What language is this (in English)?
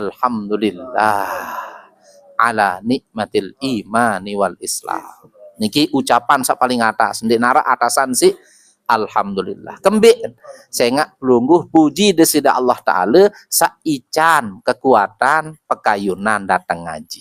Sasak